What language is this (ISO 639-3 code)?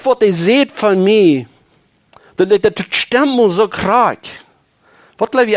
pdt